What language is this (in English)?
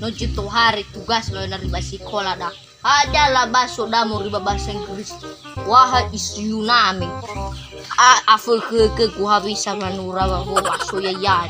Nias